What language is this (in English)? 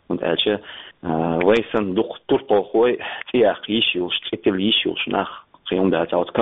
Chechen